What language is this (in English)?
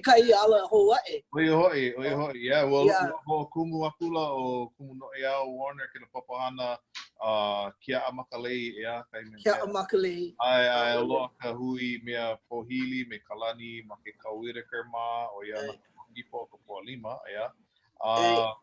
Hawaiian